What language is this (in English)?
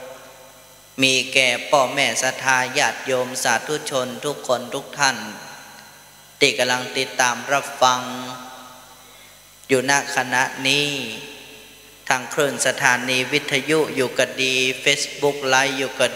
Thai